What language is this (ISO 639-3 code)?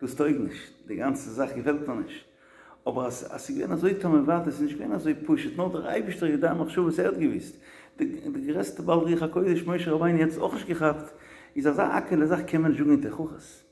yid